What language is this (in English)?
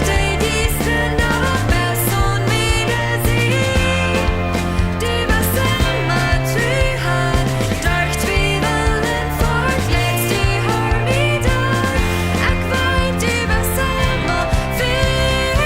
Plautdietsch